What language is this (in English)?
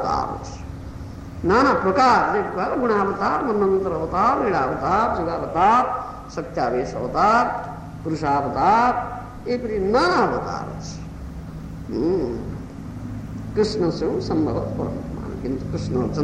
Odia